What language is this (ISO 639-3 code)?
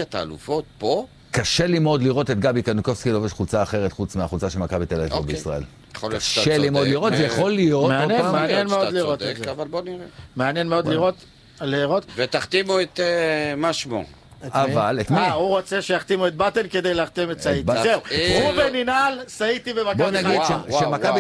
heb